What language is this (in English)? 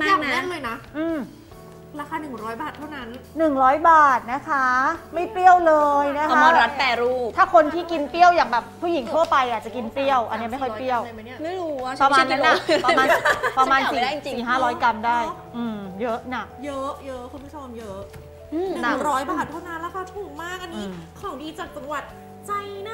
Thai